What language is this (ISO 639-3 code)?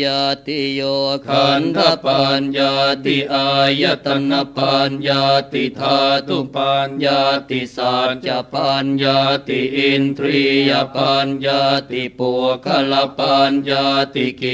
pli